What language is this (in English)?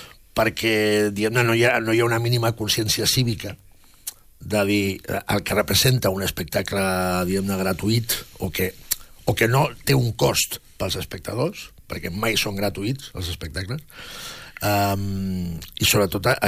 Catalan